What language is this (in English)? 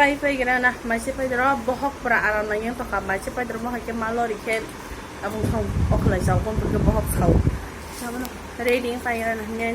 Kok Borok